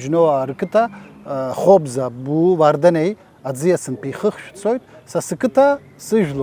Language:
Abkhazian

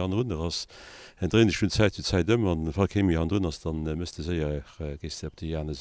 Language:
Luxembourgish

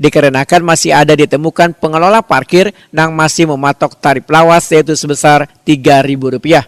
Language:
Banjar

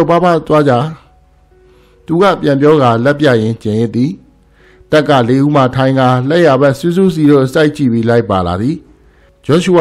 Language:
Burmese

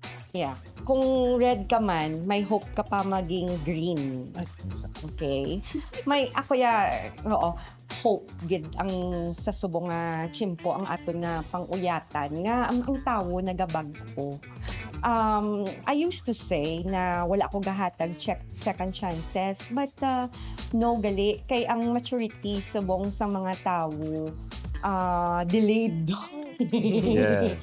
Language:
Hiligaynon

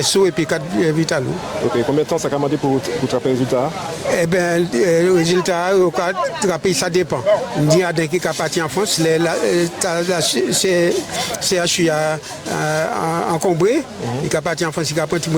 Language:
Guadeloupean Creole French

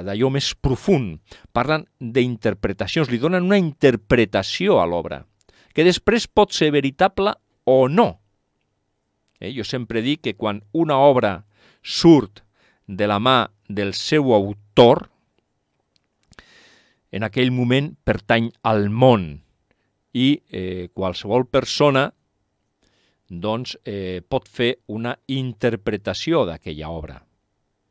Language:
Catalan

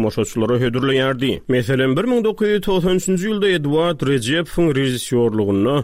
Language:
Turkmen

